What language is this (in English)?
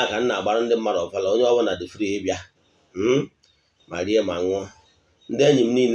Igbo